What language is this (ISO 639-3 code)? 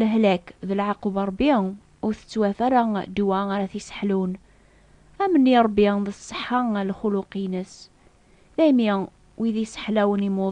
kab